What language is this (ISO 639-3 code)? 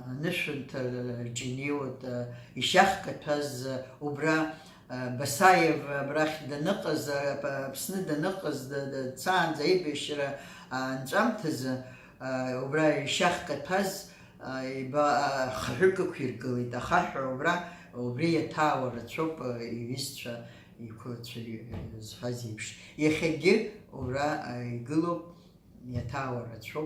abk